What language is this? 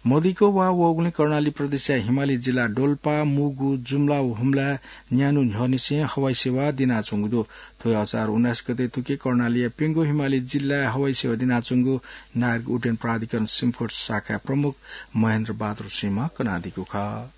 Newari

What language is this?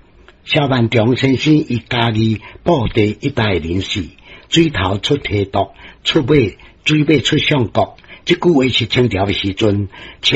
Min Nan Chinese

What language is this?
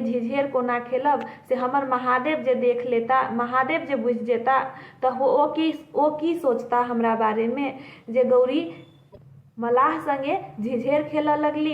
Maithili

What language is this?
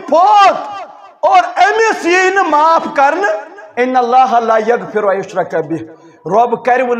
Kashmiri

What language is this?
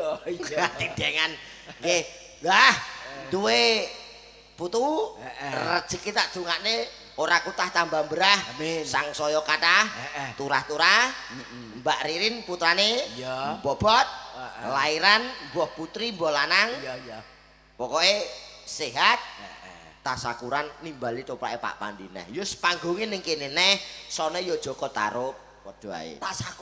Javanese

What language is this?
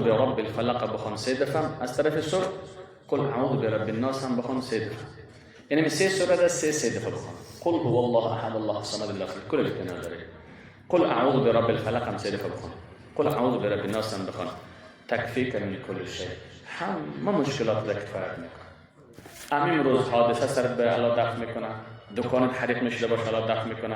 Persian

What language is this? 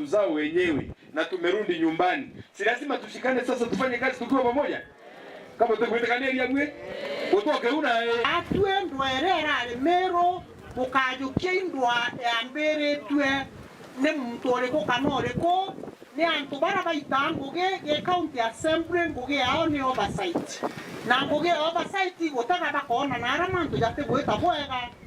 Meru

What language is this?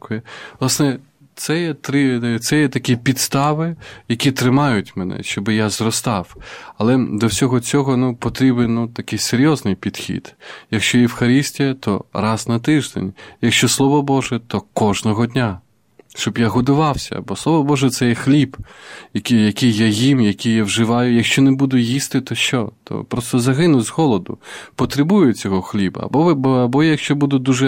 Ukrainian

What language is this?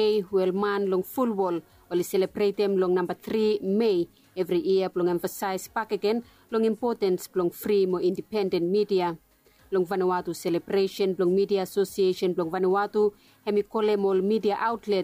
Bislama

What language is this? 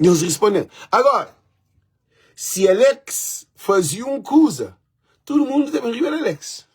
Kabuverdianu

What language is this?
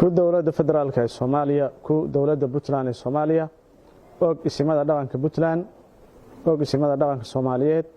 Somali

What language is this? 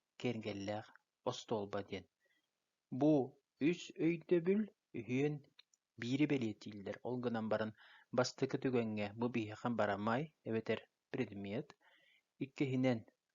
Yakut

